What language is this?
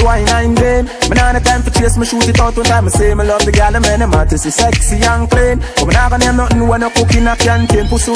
Jamaican Creole English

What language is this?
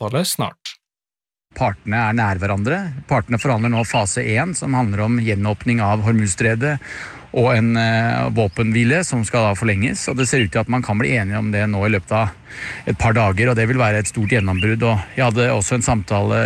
Norwegian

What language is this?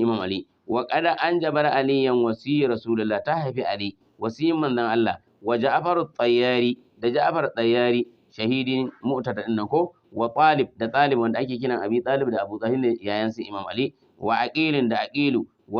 Hausa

